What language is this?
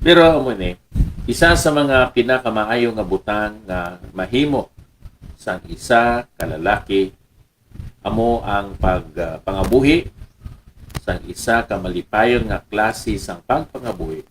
Hiligaynon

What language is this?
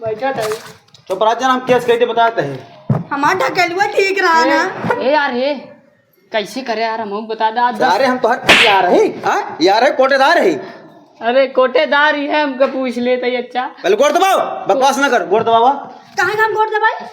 Awadhi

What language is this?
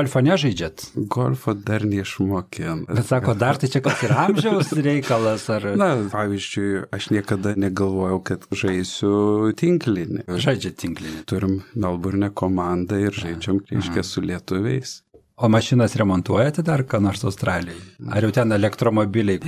Lithuanian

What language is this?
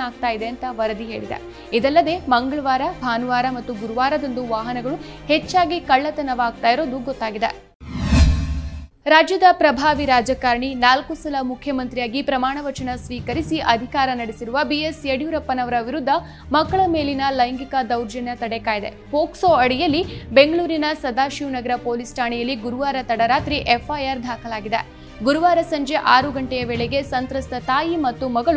Kannada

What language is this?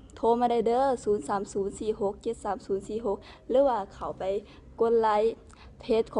Lao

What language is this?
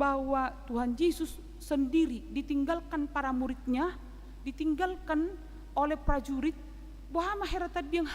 Batak Toba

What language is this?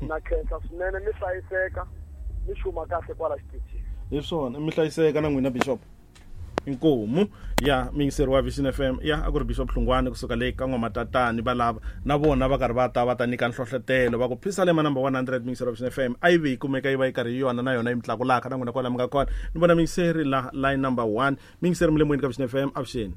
Tsonga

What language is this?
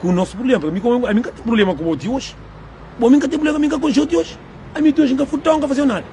Kabuverdianu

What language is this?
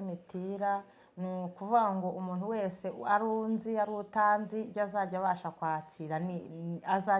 Kinyarwanda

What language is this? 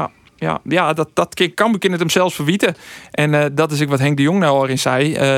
Western Frisian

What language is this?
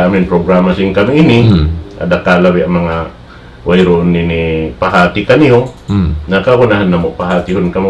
Tausug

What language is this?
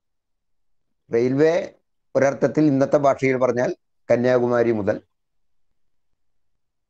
Malayalam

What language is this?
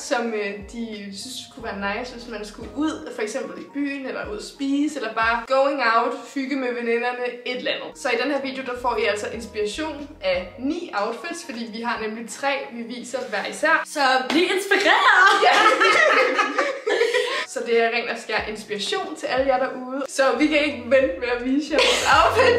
Danish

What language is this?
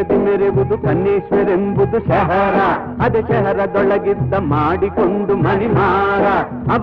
Kannada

